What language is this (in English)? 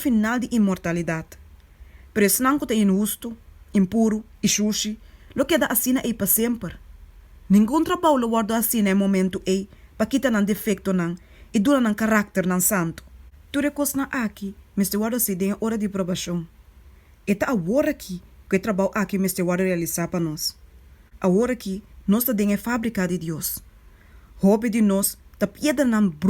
Papiamento